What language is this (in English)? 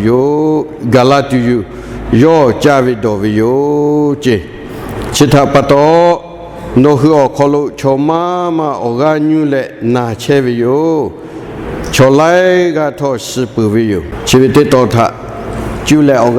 Lahu